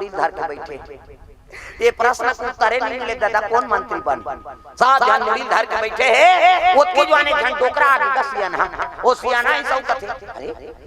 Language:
Chhattisgarhi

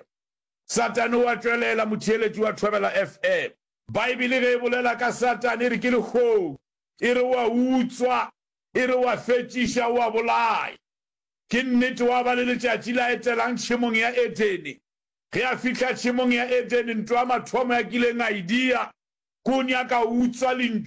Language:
Northern Sotho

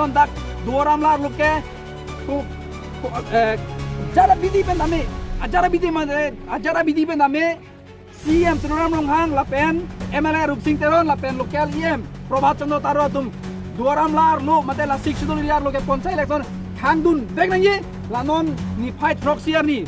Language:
Karbi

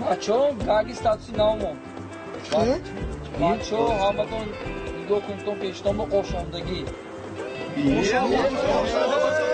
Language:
Tajik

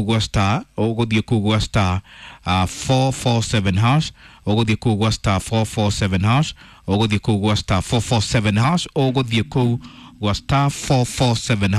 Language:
Kikuyu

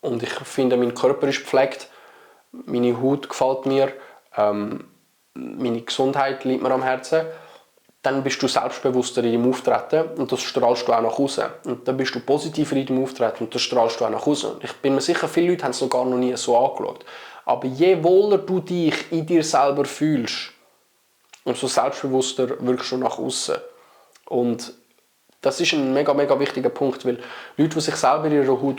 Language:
Swiss German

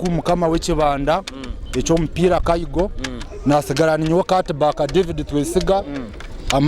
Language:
Nyoro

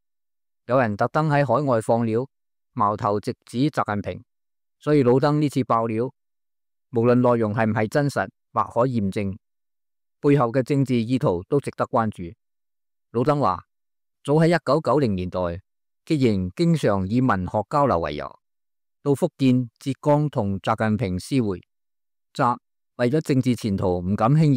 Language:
Cantonese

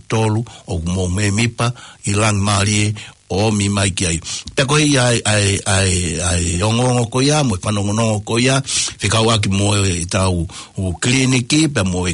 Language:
Tongan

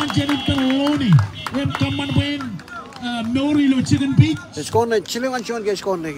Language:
Marshallese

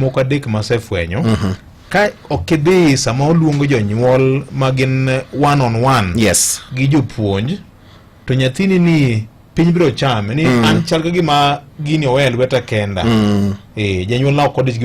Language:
Luo (Kenya and Tanzania)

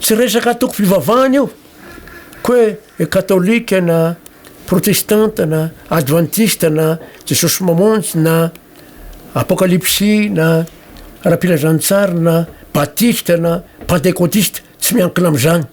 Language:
Malagasy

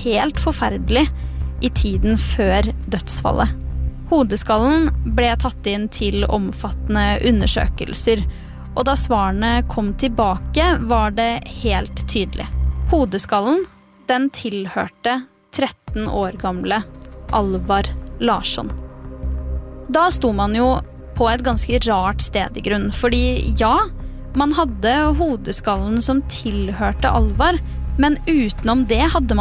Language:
Norwegian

